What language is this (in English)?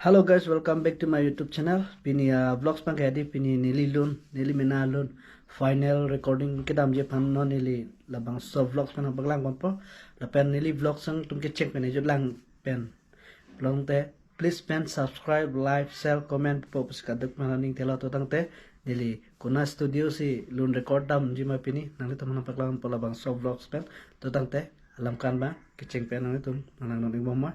Karbi